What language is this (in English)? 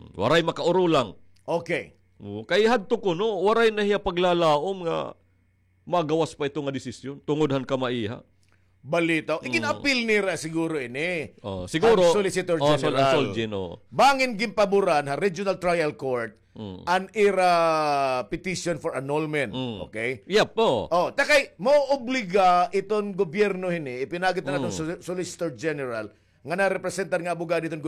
Waray